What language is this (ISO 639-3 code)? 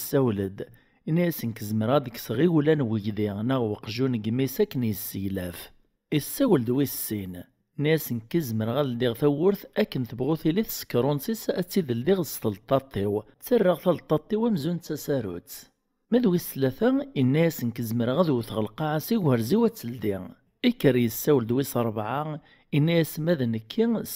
kab